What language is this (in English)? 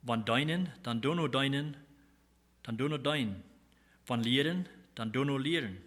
Plautdietsch